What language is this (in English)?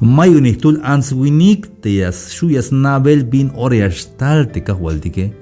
Tzeltal